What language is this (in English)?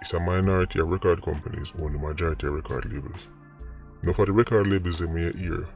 Jamaican Creole English